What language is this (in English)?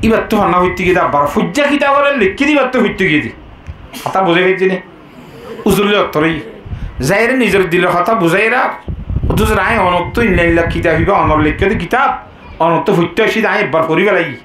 Rohingya